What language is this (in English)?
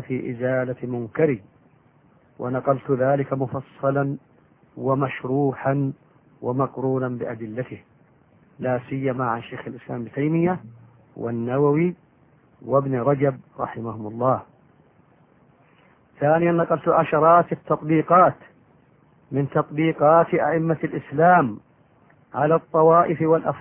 Arabic